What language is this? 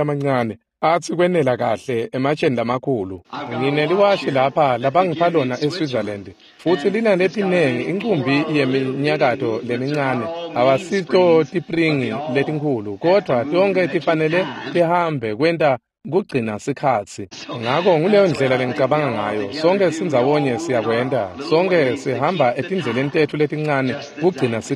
Swati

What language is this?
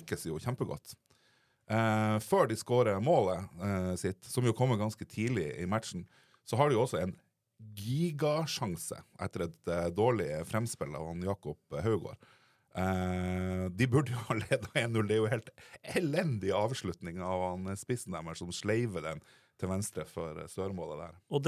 Norwegian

